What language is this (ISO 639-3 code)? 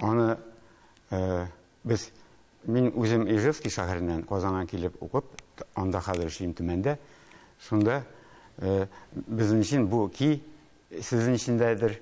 tat